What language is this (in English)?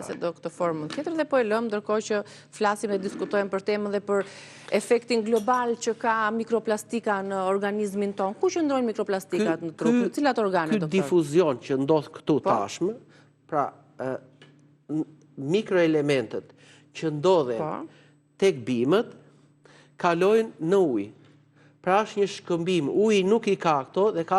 Albanian